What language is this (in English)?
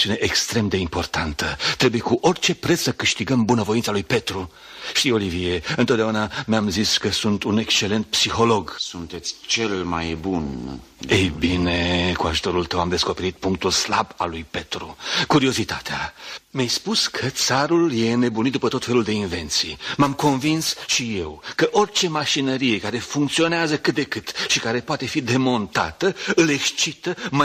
Romanian